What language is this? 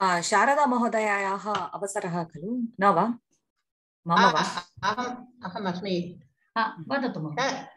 Sanskrit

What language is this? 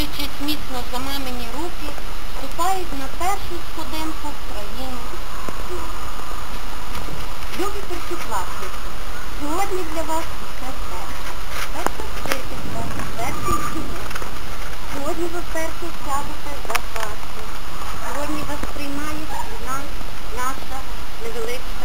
Ukrainian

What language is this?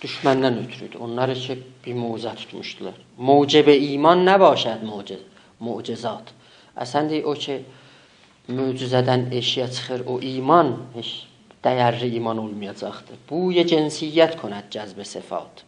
South Azerbaijani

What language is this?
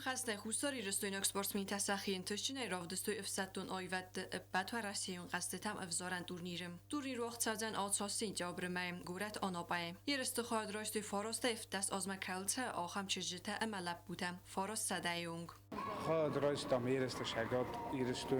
Ossetic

